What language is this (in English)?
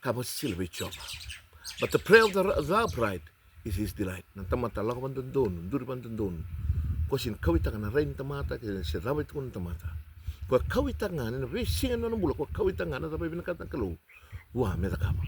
Fijian